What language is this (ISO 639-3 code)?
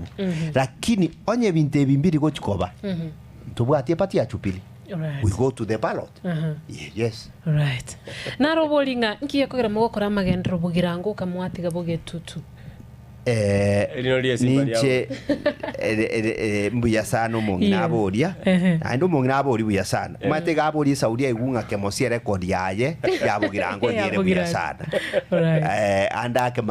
guz